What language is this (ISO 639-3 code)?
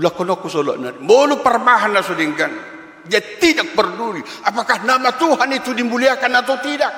bbc